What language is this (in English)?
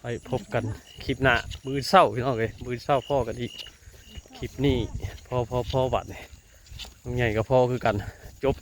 Northeastern Thai